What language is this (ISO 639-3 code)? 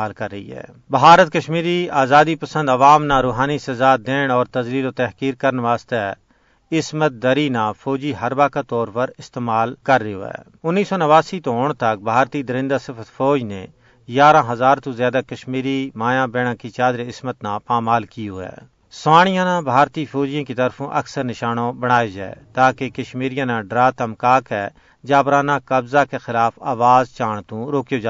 gju